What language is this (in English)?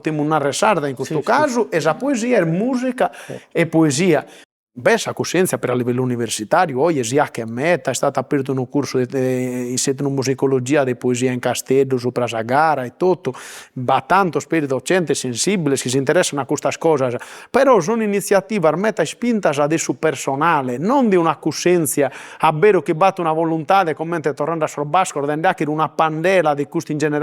Sardinian